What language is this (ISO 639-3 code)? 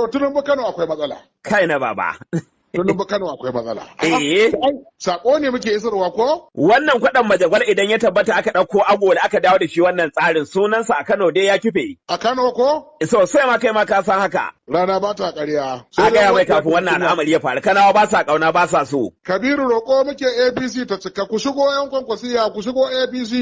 hau